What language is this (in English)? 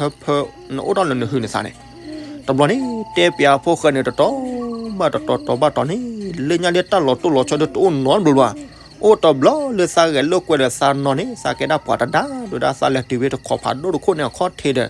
S'gaw Karen